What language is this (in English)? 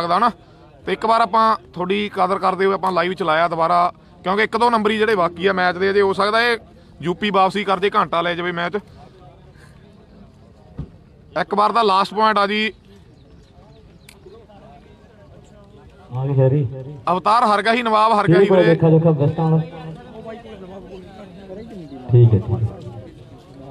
Punjabi